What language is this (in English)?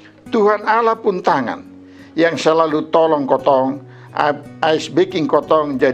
Kupang Malay